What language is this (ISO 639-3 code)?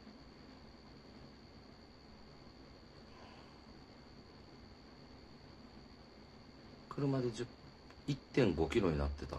jpn